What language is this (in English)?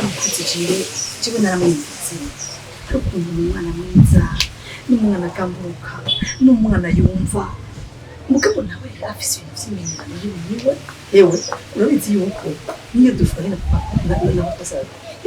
Rundi